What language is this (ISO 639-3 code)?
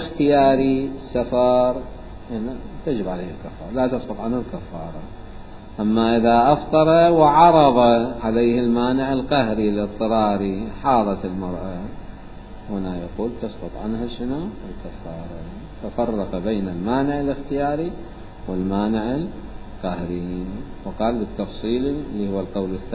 acm